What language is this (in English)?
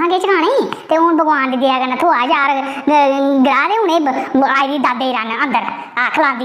Dogri